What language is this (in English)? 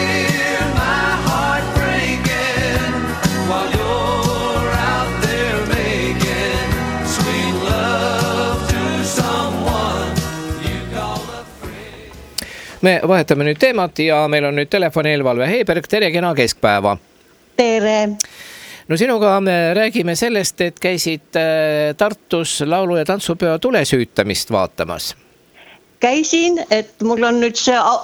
Estonian